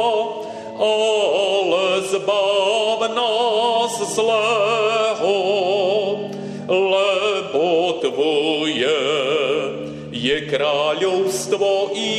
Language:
Slovak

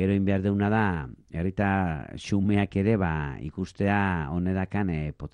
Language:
Basque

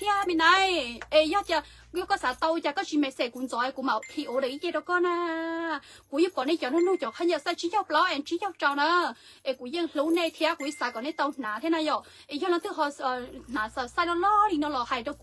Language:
Hmong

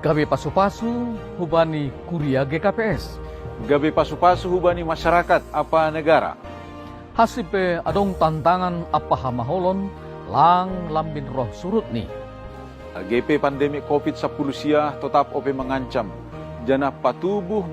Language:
Batak Simalungun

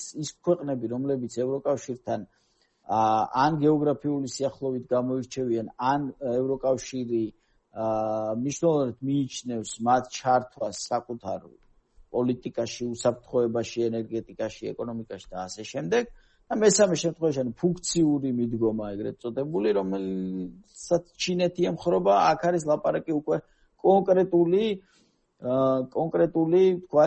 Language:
Georgian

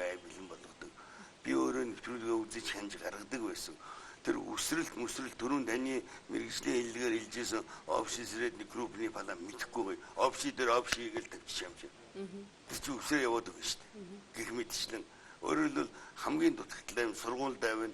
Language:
Mongolian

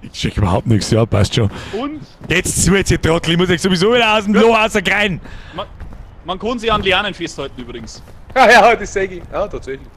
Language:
Bavarian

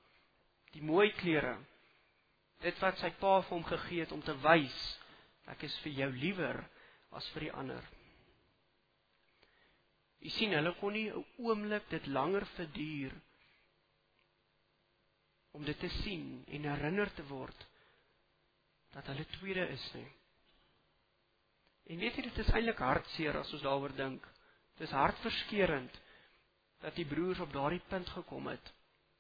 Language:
Afrikaans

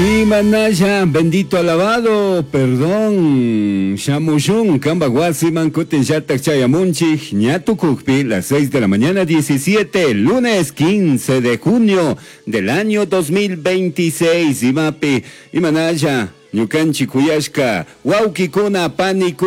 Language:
Chimborazo Highland Quichua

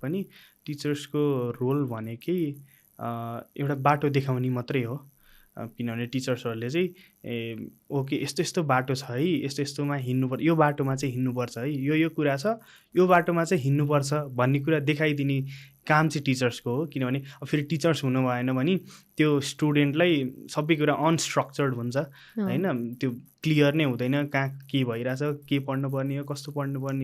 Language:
Nepali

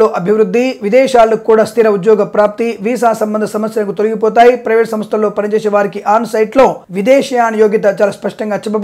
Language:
Telugu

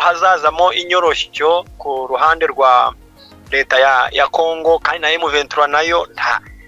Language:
Kinyarwanda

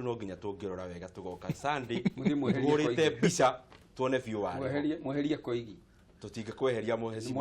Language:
Kikuyu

